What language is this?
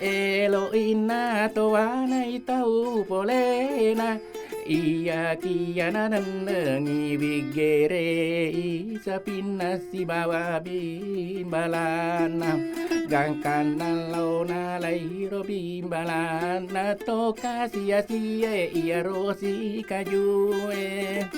Buginese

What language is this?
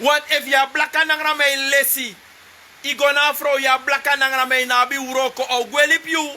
Sranan Tongo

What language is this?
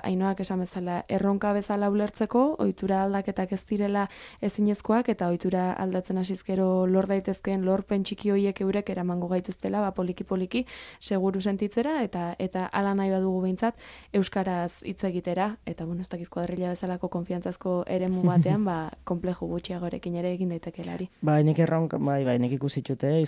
Basque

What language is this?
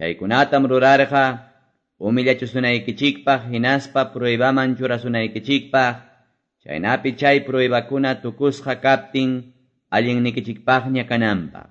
Quechua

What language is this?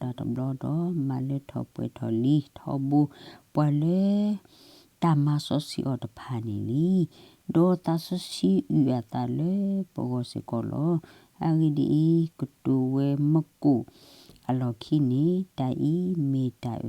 S'gaw Karen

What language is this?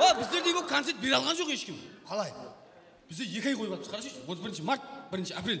Kara-Kalpak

